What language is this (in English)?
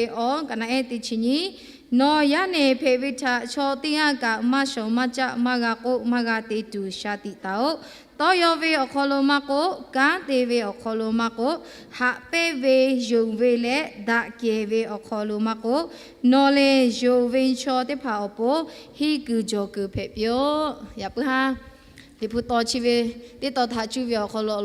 Lahu